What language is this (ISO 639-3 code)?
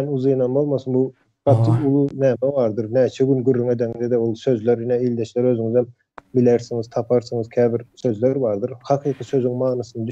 tuk